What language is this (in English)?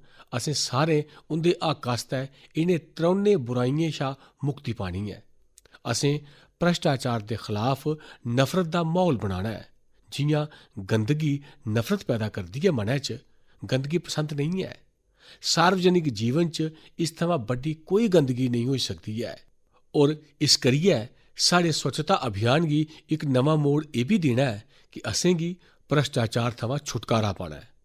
Dogri